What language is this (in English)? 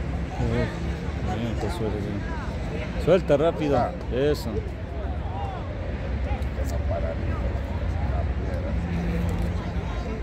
Spanish